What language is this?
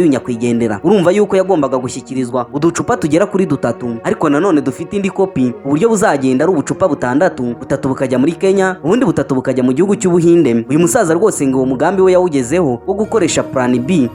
Kinyarwanda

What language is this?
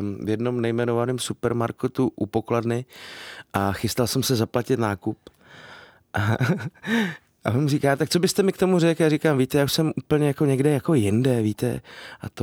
Czech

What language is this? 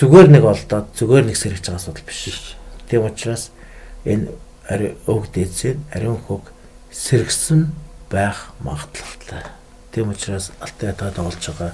Mongolian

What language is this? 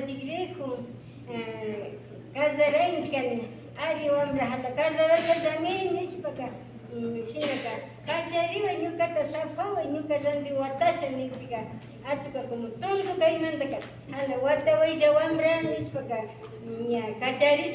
Imbabura Highland Quichua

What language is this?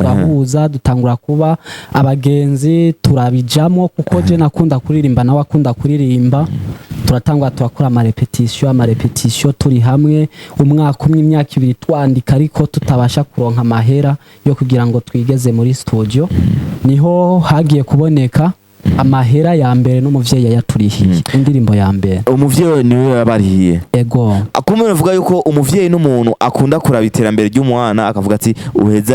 Rundi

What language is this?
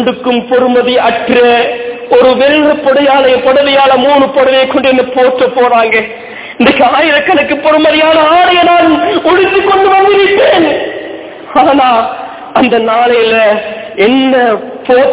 Tamil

